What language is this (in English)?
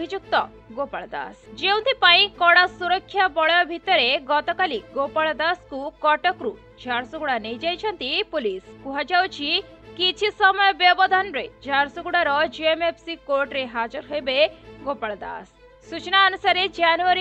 Odia